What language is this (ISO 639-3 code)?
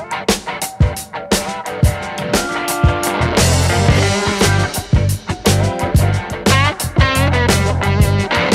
tur